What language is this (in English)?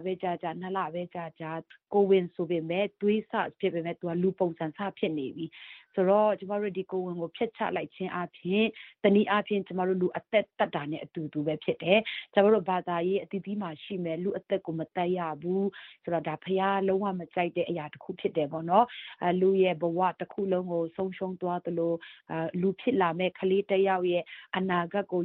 Burmese